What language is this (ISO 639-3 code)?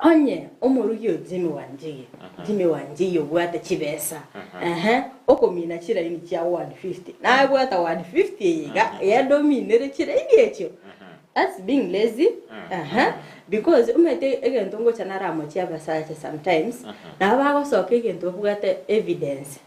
guz